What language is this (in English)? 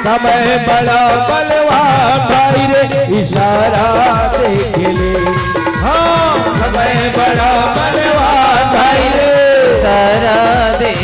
Chhattisgarhi